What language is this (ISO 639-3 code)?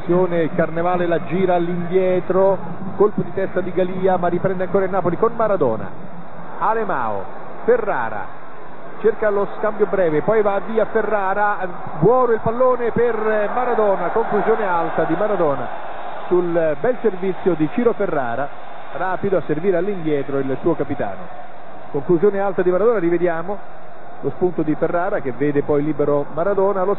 ita